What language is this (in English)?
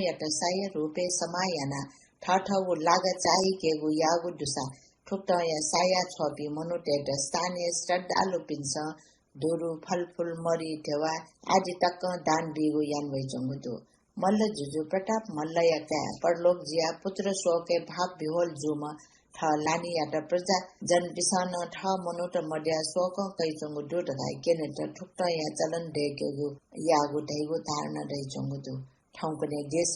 Newari